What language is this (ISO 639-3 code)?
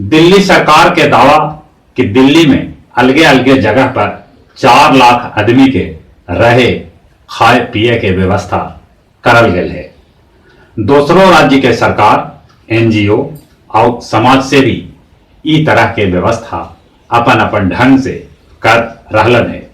mag